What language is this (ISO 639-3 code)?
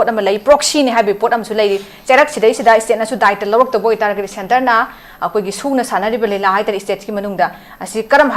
mni